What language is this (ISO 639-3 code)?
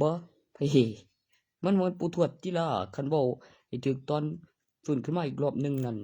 tts